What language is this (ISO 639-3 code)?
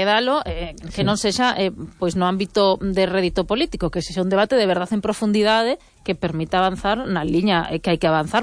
glg